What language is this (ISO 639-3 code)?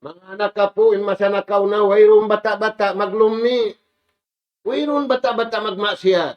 tsg